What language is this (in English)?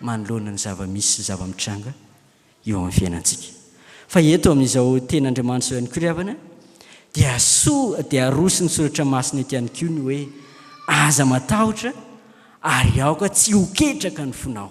Malagasy